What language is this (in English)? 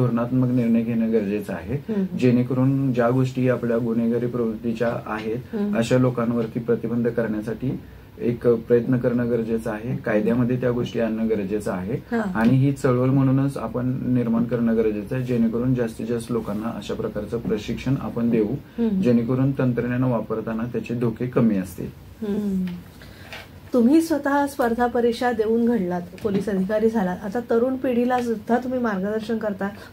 Marathi